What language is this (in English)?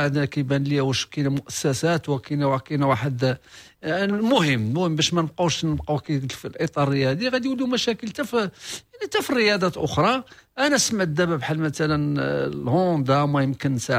Moroccan Arabic